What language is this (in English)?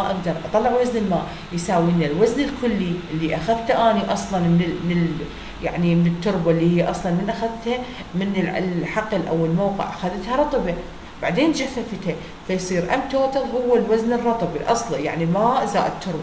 Mesopotamian Arabic